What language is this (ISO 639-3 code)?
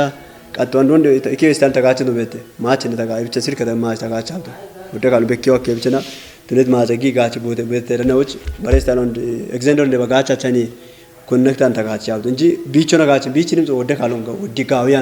kbr